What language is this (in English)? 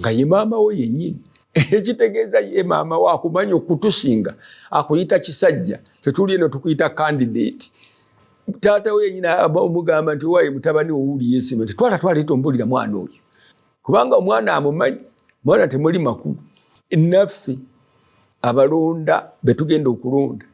Ganda